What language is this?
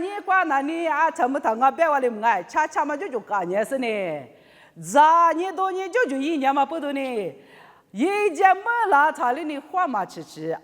Lisu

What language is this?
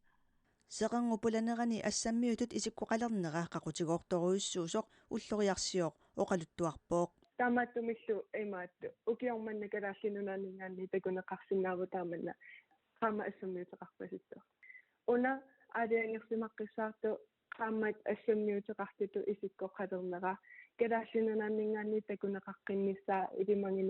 Kalaallisut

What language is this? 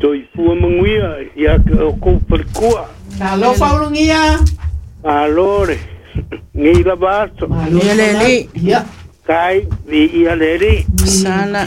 Samoan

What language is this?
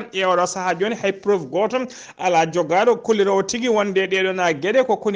Fula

